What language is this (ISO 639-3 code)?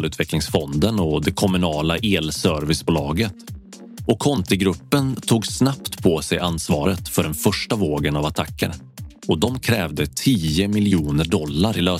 swe